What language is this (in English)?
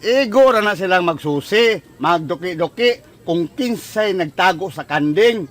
Cebuano